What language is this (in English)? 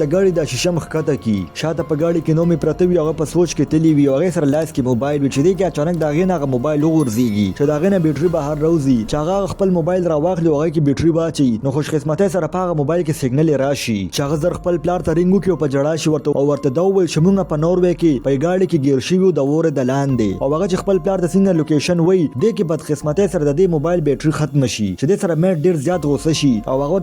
Pashto